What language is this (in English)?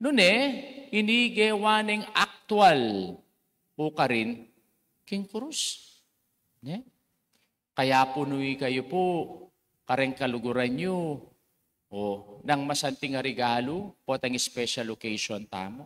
Pampanga